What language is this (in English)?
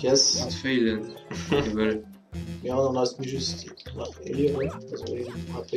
Luxembourgish